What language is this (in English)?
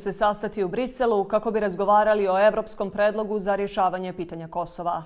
Bosnian